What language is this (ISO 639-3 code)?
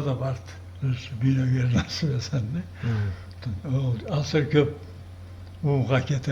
krc